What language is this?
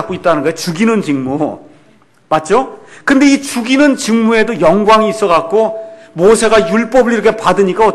Korean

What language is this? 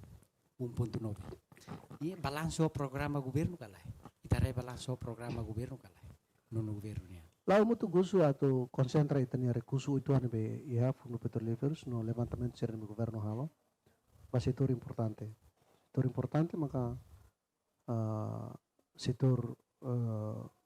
Tetum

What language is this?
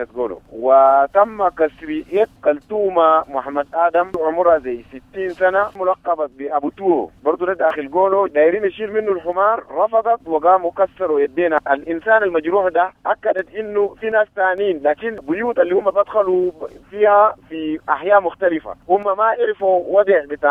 Sudanese Arabic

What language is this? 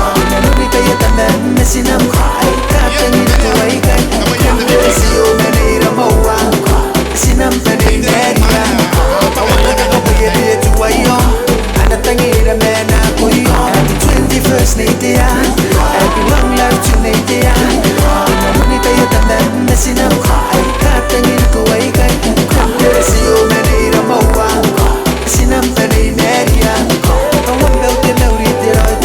Gilbertese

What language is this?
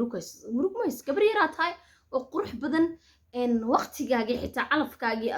Somali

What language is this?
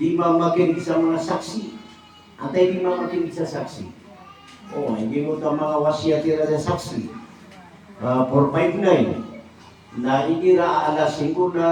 Maranao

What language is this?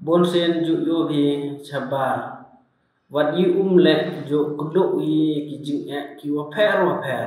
Pnar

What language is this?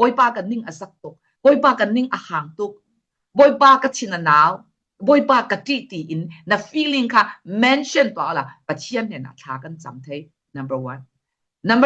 Falam Chin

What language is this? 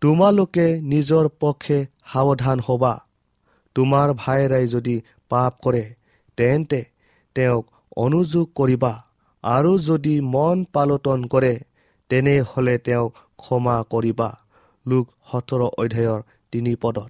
Assamese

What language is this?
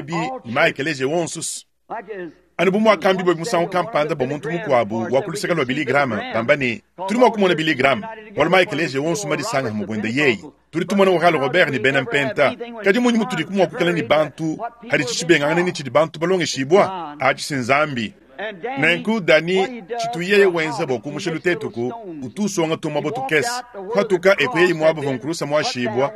Luba-Lulua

